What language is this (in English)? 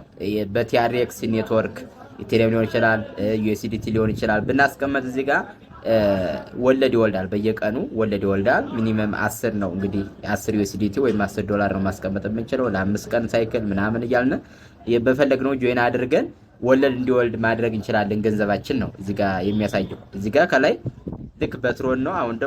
Amharic